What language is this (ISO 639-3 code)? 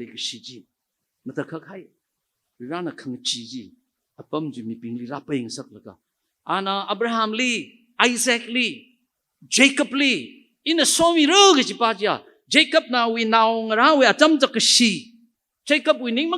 nmf